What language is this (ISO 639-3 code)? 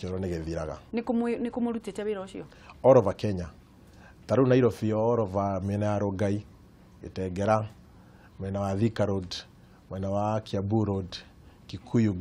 kik